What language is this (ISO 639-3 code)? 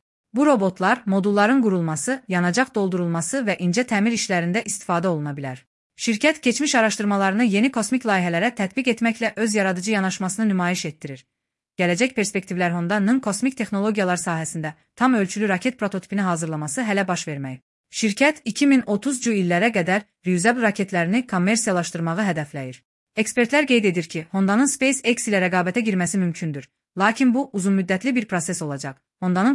aze